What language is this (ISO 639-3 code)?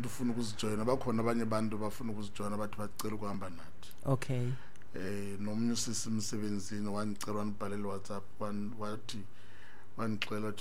xho